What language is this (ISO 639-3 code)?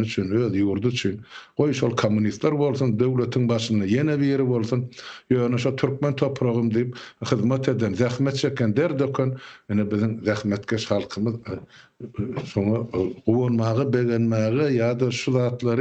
tuk